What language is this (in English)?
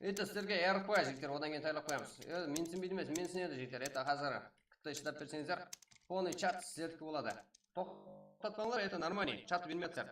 Kara-Kalpak